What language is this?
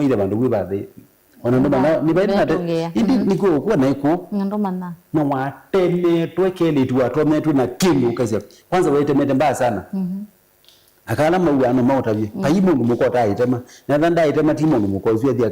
Kamba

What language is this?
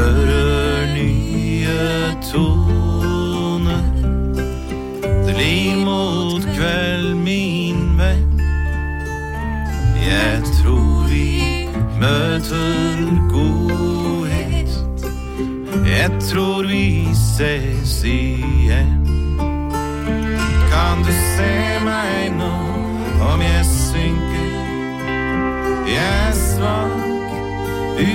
Norwegian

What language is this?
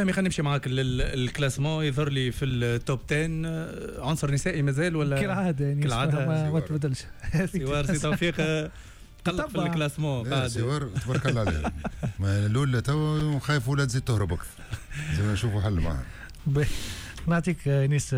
Tunisian Arabic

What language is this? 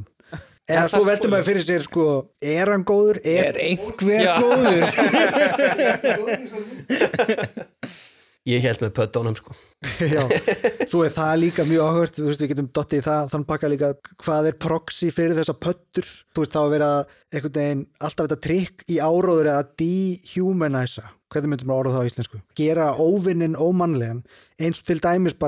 Icelandic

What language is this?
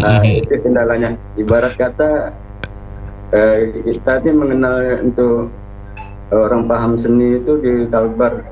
Indonesian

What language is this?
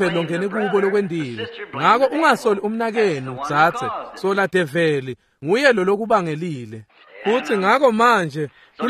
Swati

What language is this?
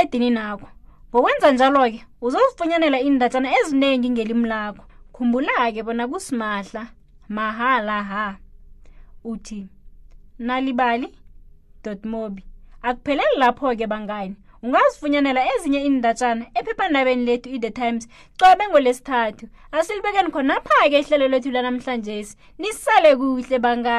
South Ndebele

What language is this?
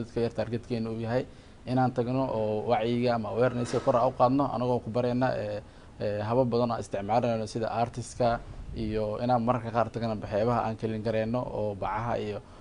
Somali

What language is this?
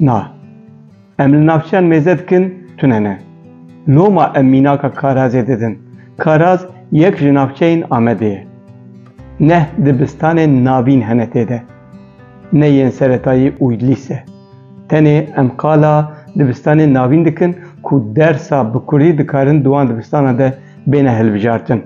Kurdish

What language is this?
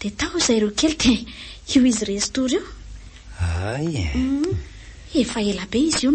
Malagasy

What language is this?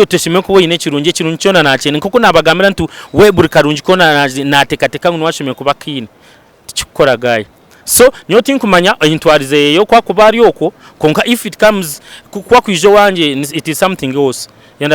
Nyankole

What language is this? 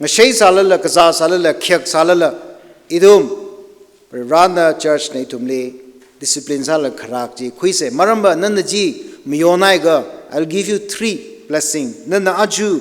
Tangkhul Naga (India)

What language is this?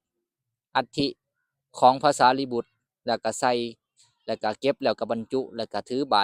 Lao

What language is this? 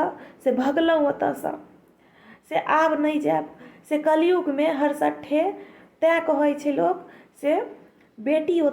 Maithili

